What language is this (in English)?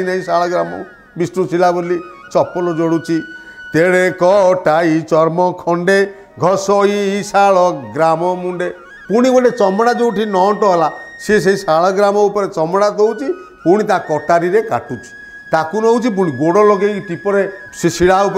Odia